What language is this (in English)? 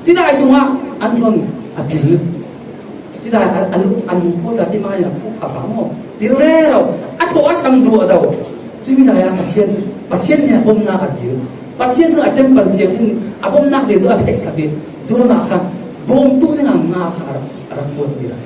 Falam Chin